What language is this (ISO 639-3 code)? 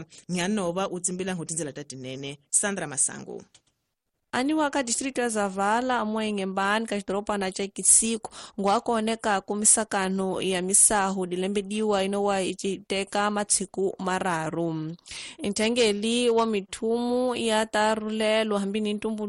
tso